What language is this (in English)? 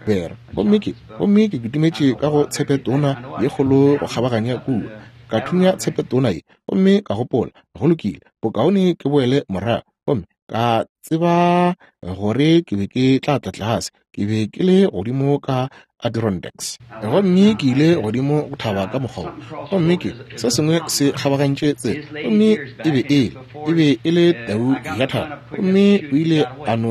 Northern Sotho